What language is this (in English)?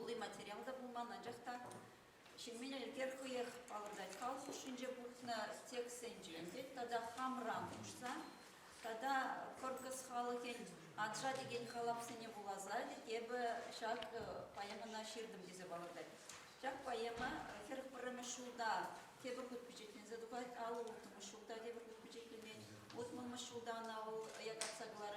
Chuvash